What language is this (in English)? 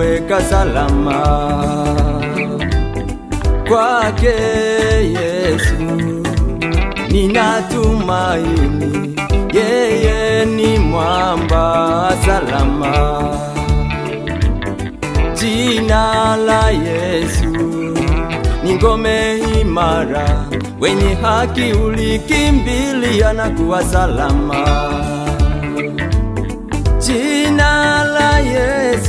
Swahili